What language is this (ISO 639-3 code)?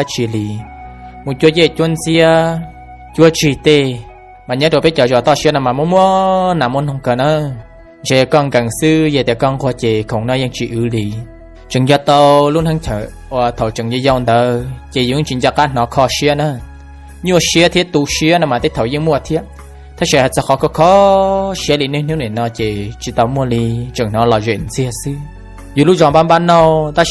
hmn